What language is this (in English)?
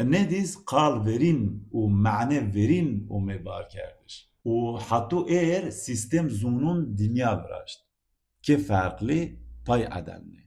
Zaza